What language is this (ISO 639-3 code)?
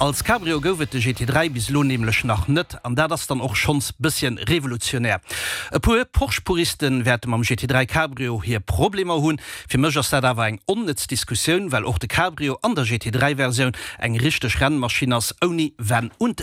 ltz